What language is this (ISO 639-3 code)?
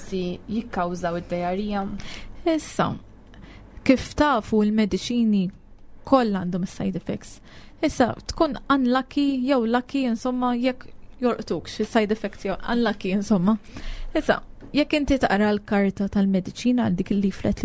mlt